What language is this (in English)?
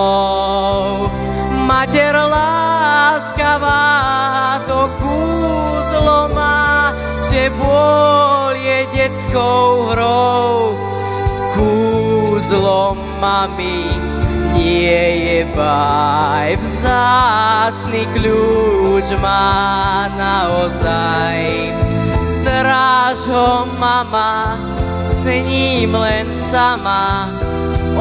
Slovak